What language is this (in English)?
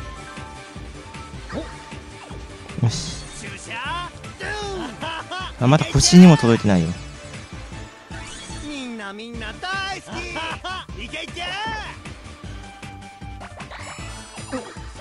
Japanese